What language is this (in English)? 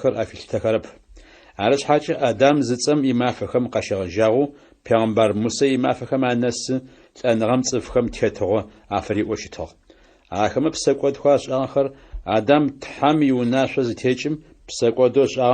Adyghe